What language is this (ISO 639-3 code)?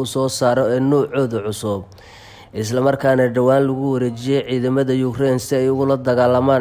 som